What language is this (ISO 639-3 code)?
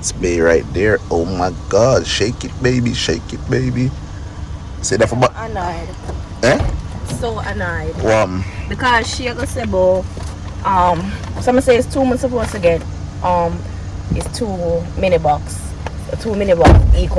jam